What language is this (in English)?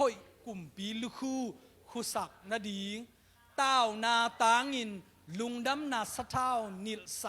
Tedim Chin